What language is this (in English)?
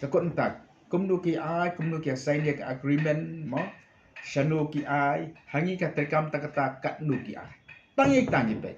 Khasi